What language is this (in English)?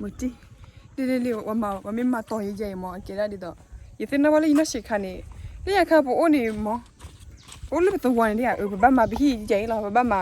S'gaw Karen